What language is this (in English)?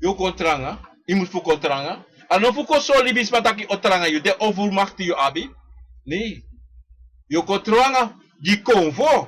Sranan Tongo